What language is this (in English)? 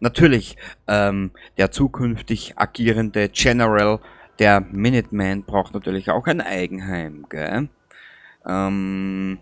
Bavarian